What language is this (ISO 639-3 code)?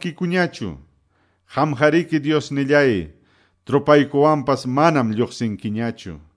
que